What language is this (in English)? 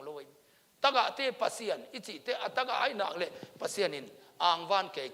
Tedim Chin